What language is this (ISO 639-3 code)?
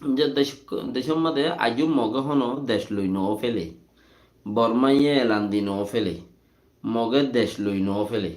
rhg